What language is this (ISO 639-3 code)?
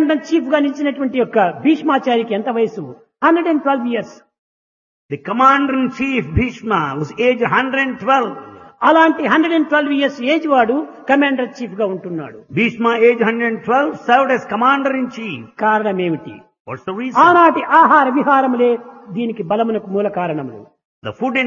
tel